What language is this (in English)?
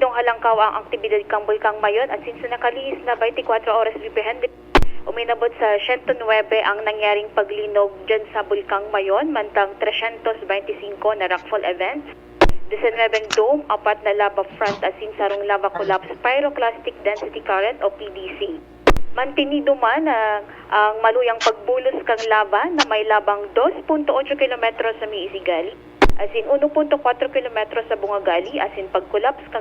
Bikol